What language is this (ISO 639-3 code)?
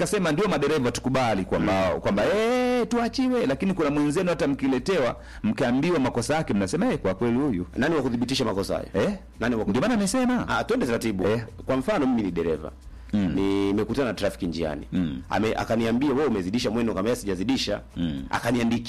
swa